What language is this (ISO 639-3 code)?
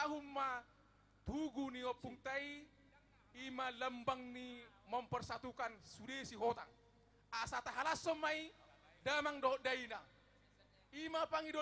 bbc